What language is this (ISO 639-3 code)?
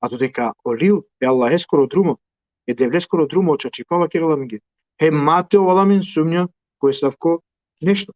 rmn